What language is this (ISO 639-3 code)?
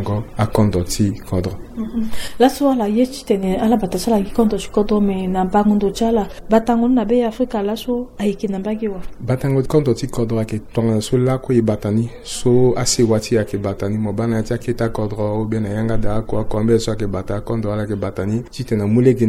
sag